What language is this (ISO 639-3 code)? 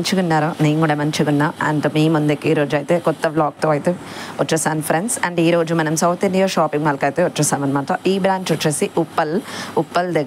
tel